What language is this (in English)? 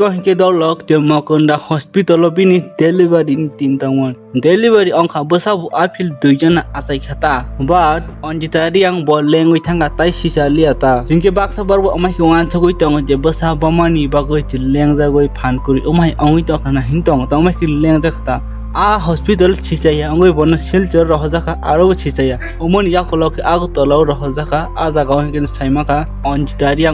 Kok Borok